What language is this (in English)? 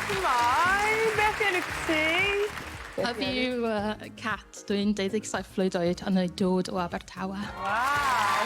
Welsh